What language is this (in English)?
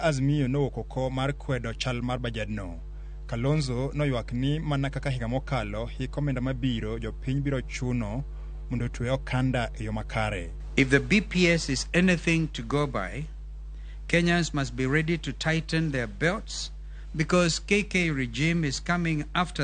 Luo (Kenya and Tanzania)